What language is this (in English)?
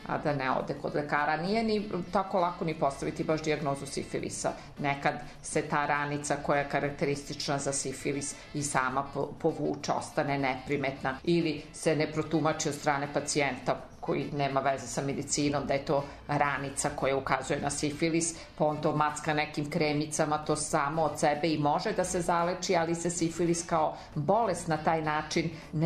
Serbian